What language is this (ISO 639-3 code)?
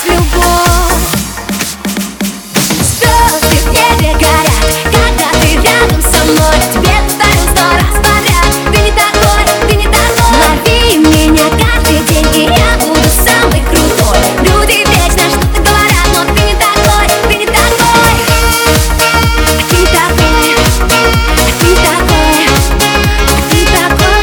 rus